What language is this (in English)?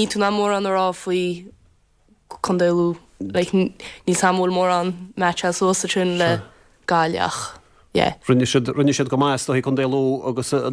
Irish